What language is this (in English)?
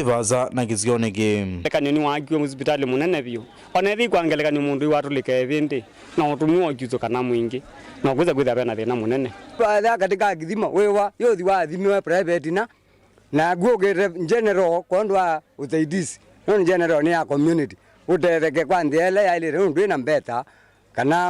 Kamba